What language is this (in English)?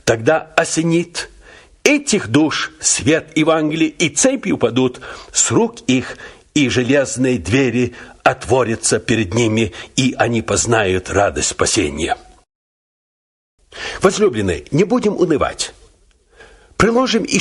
Russian